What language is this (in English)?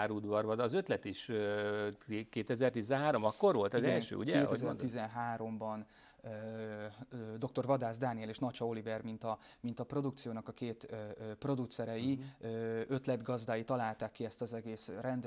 Hungarian